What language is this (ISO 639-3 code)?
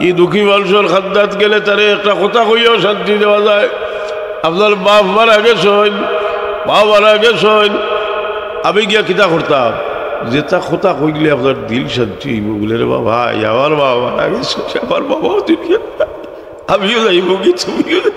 syl